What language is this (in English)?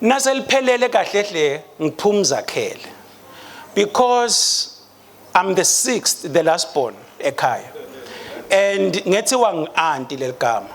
Swati